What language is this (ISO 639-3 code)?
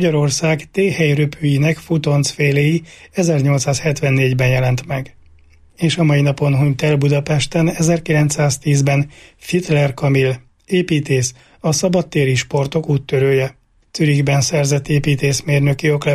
hun